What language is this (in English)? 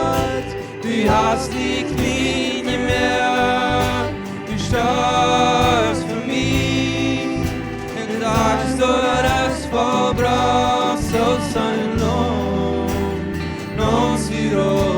Plautdietsch